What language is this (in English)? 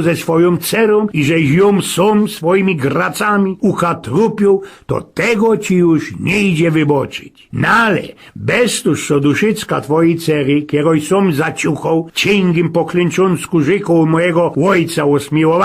Silesian